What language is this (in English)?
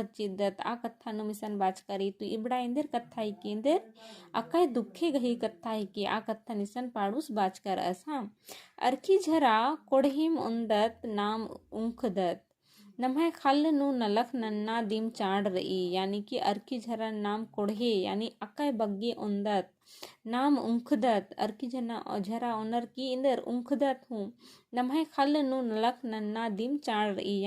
Kurukh